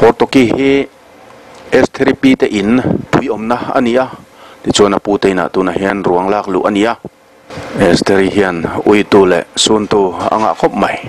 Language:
Mizo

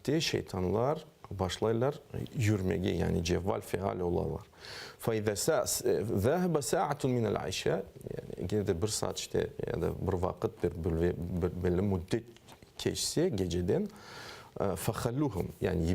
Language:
Crimean Tatar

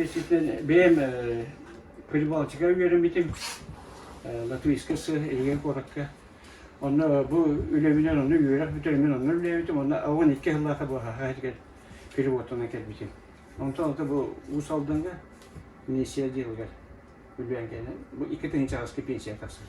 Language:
Yakut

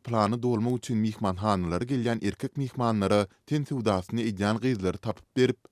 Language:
Turkmen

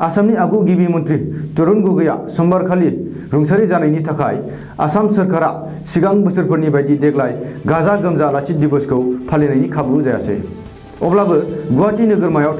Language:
Bodo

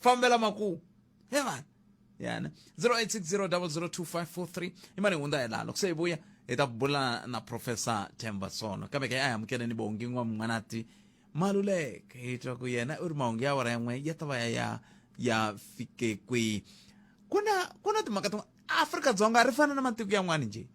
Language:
Tsonga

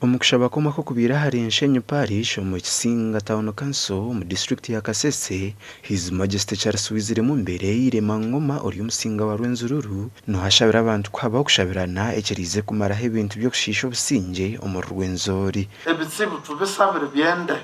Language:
Nyankole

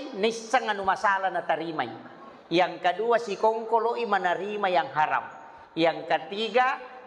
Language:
Buginese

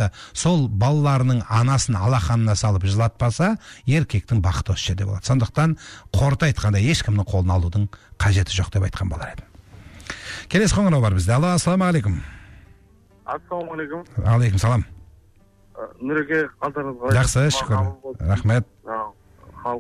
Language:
Kazakh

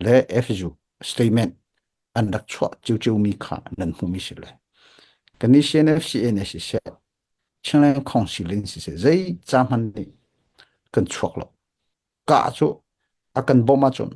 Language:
Hakha Chin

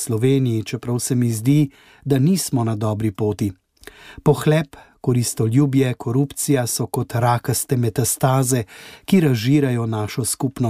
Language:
Slovenian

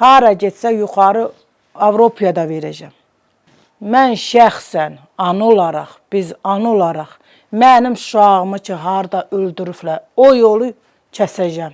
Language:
Azerbaijani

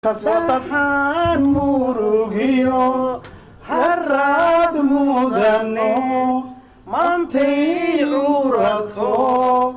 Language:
Somali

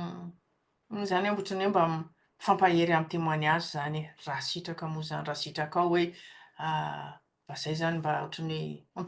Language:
Malagasy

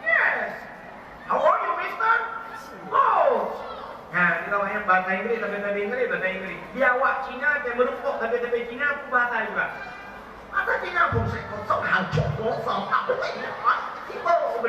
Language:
Achinese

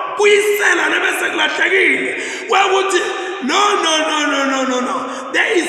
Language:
Zulu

